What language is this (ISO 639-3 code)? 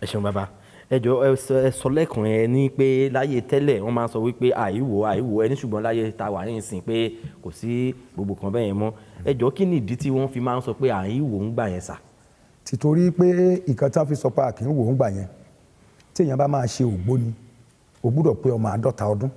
yor